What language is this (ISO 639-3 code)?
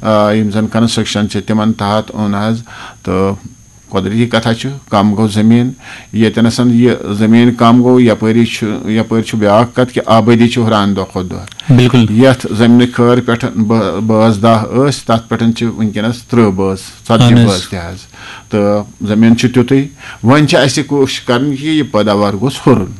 kas